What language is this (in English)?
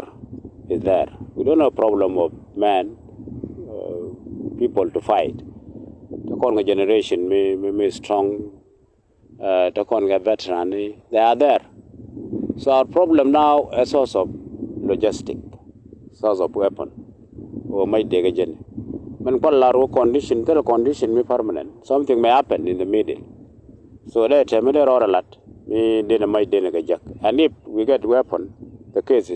Nuer